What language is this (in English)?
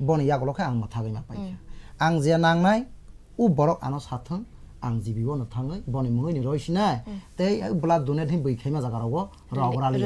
Kok Borok